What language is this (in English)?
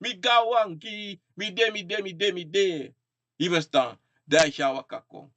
Sranan Tongo